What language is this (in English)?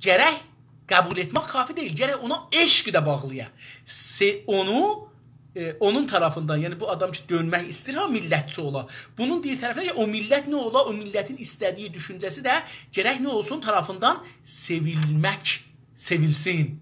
South Azerbaijani